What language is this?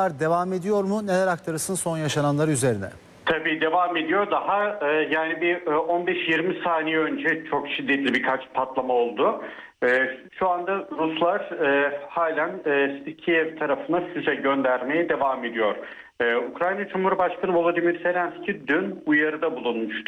Turkish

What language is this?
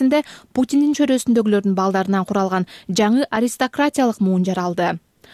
Kyrgyz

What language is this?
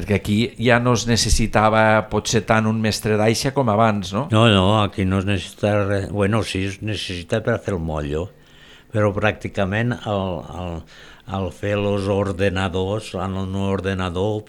Catalan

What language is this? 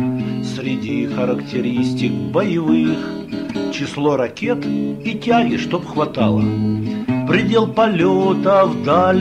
Russian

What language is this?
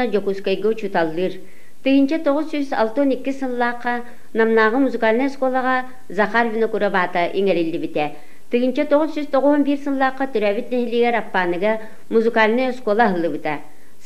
Yakut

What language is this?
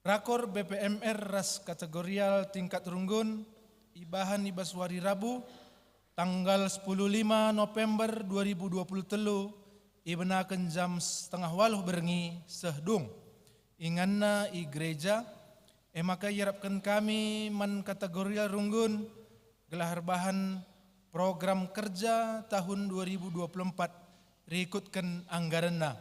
Batak Karo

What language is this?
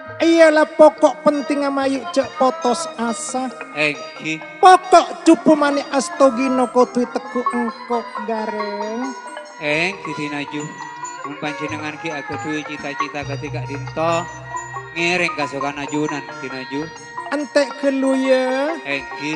Madurese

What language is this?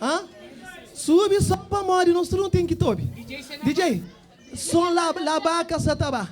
Kabuverdianu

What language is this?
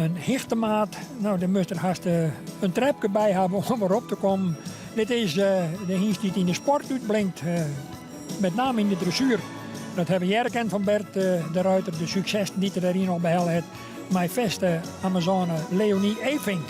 Western Frisian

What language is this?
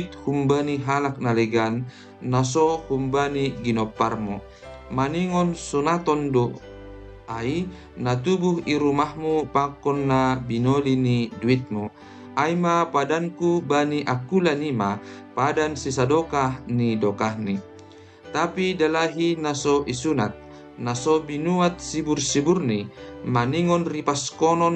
Batak Simalungun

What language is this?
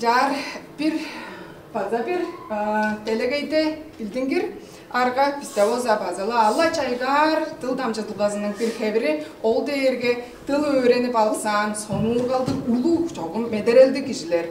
Tuvinian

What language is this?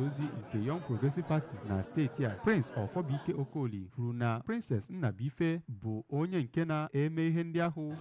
Igbo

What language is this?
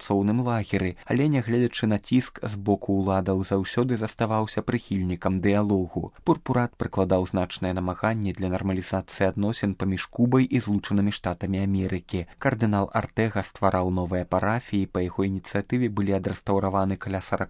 Belarusian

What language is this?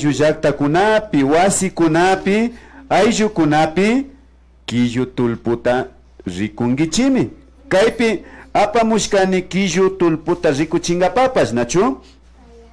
Imbabura Highland Quichua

